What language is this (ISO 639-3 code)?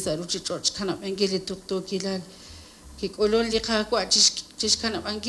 kek